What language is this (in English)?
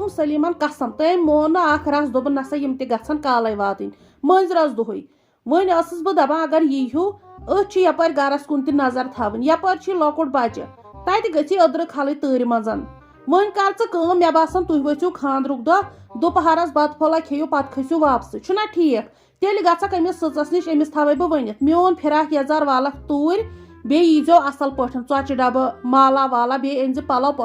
Kashmiri